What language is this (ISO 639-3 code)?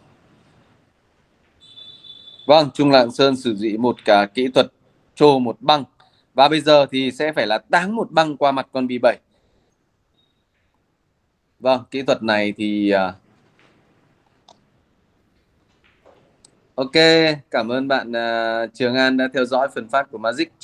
vie